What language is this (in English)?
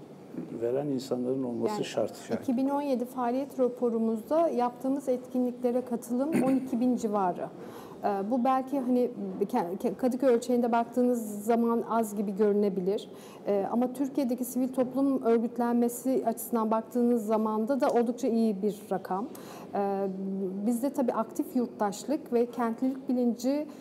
Turkish